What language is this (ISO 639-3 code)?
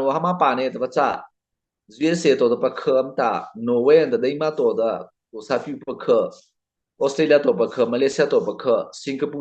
mrh